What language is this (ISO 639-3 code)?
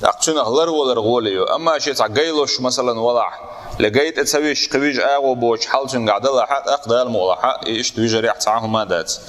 che